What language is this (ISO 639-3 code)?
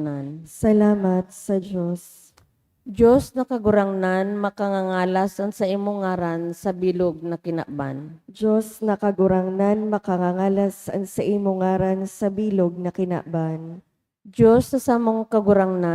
bik